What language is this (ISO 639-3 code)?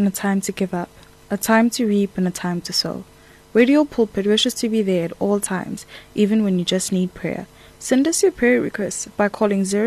eng